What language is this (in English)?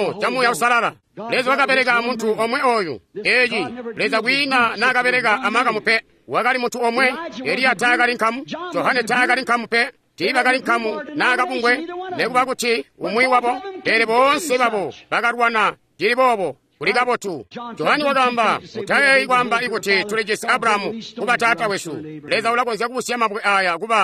Tonga (Zambia)